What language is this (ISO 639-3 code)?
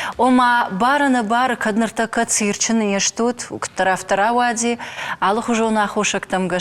oss